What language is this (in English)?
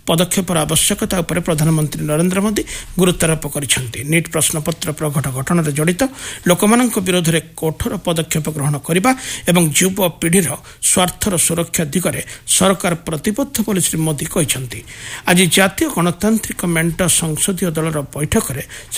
Odia